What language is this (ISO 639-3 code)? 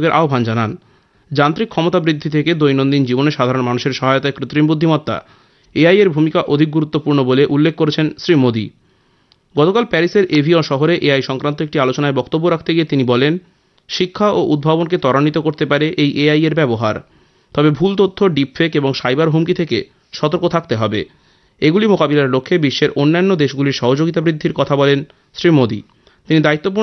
ben